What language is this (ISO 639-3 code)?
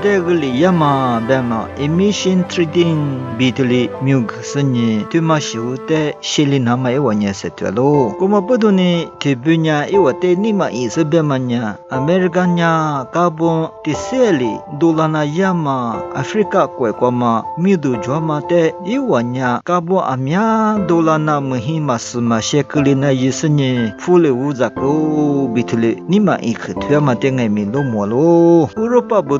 lis